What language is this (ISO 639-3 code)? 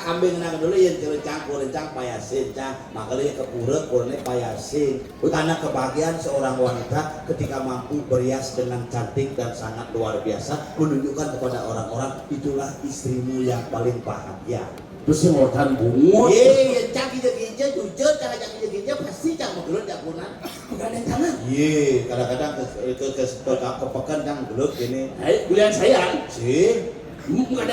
ban